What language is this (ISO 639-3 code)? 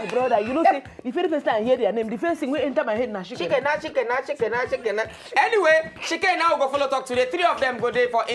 pcm